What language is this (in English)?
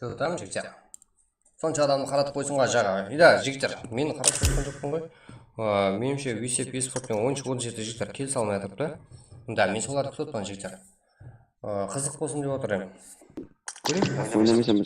Kara-Kalpak